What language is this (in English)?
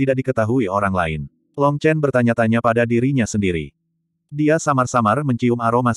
Indonesian